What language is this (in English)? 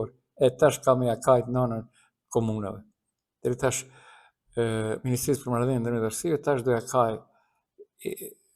Albanian